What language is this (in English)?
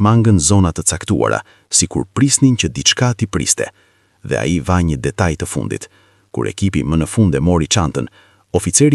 Albanian